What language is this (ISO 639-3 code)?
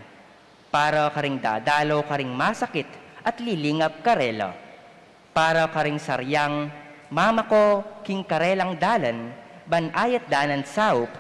pam